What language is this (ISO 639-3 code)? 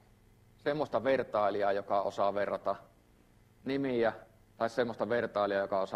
fin